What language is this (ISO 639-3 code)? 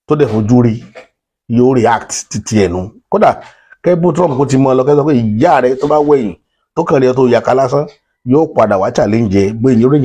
yor